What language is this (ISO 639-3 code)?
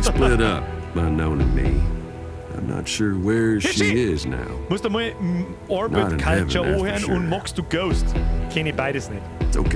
bar